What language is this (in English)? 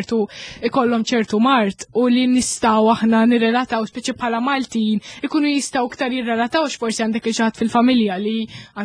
Maltese